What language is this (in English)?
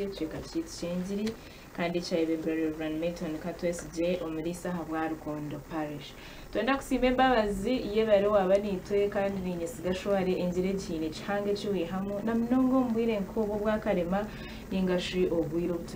Nyankole